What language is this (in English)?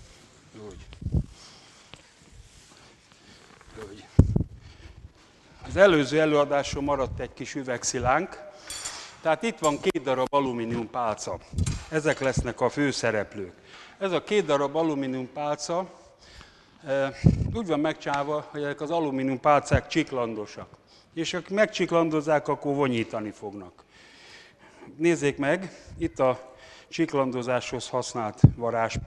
Hungarian